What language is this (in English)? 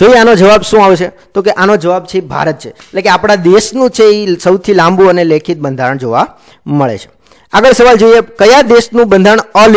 Gujarati